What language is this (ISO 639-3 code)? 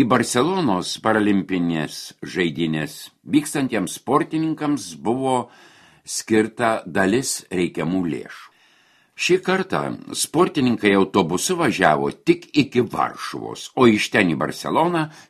lit